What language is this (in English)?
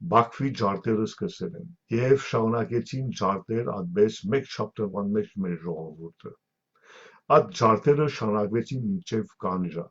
Western Armenian